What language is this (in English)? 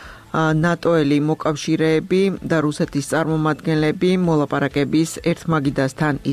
Georgian